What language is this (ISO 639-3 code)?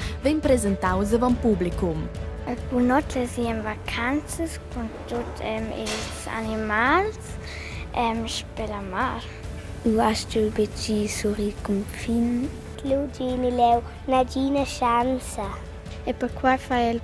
roh